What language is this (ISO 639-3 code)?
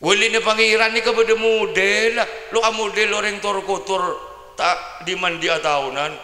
mad